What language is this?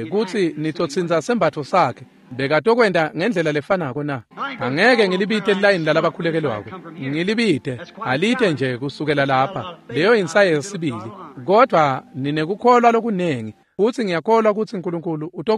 Swati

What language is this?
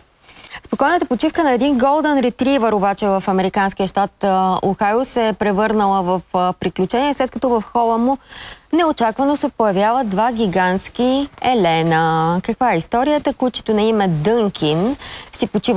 Bulgarian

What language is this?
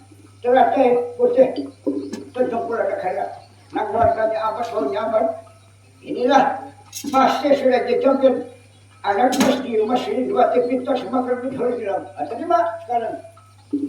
Banjar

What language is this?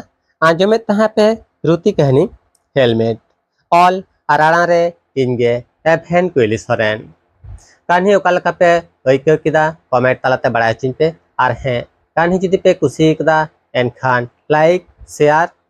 Santali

